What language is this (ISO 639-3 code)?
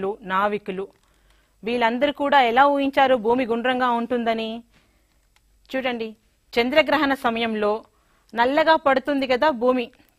tel